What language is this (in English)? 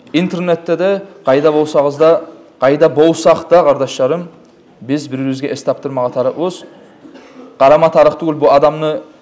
Kumyk